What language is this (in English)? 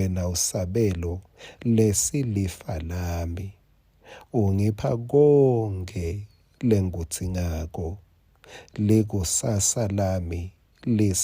Swati